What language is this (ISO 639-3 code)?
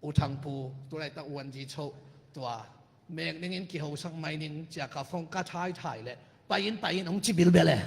ctd